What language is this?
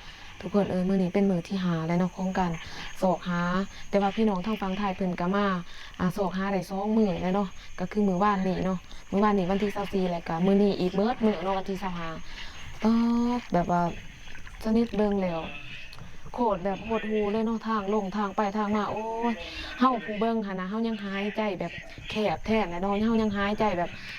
Lao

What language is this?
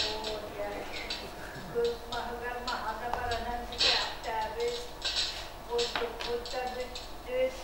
Yakut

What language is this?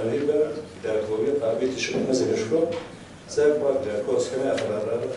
Kabardian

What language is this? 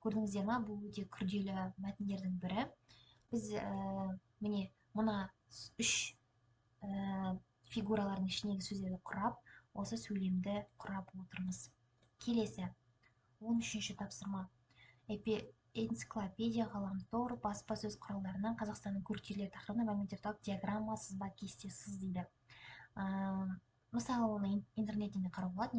Kazakh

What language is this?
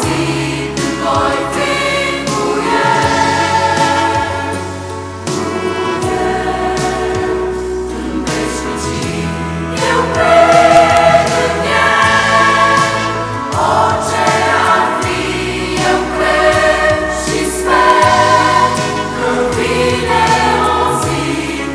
Romanian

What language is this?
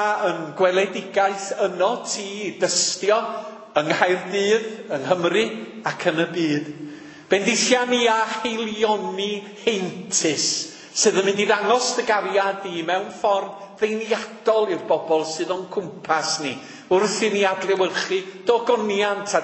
Welsh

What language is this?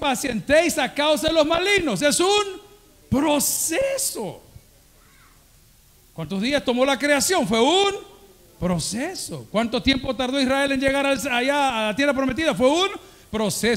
Spanish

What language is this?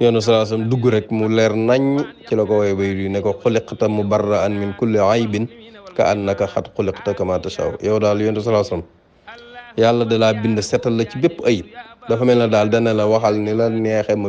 Wolof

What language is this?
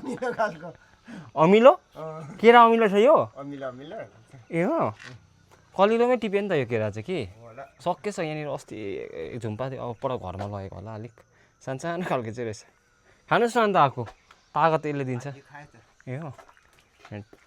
Nepali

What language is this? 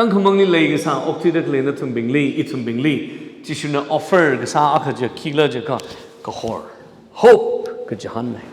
Tangkhul Naga (India)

